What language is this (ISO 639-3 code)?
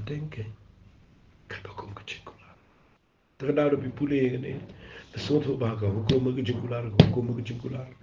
kha